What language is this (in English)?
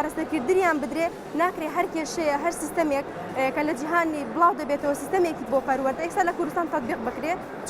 Central Kurdish